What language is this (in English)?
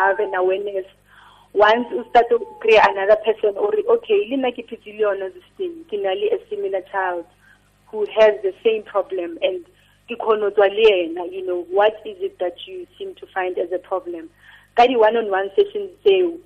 Tswana